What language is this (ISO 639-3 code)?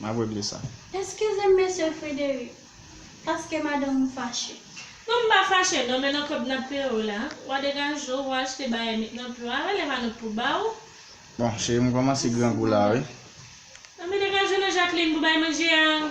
hat